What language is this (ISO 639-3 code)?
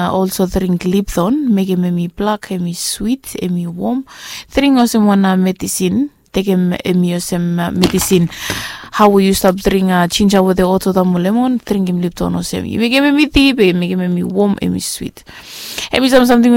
bis